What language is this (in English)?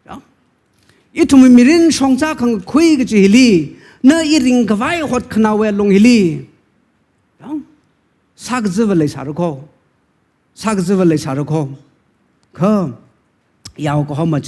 Tangkhul Naga (India)